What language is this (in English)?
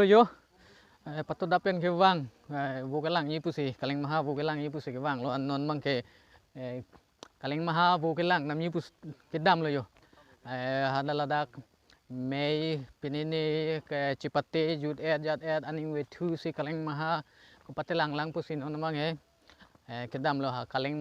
Karbi